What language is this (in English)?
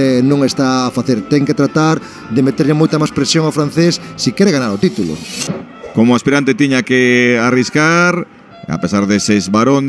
Galician